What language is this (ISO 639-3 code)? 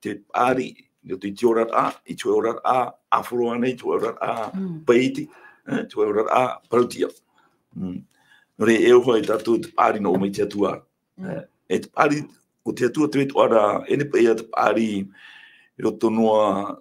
tah